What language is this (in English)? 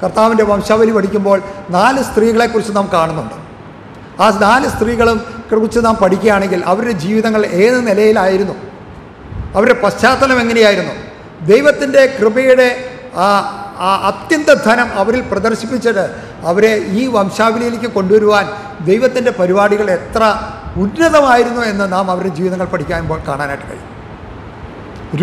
Malayalam